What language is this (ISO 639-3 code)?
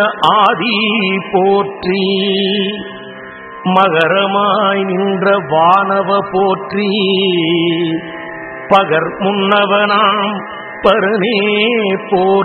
tam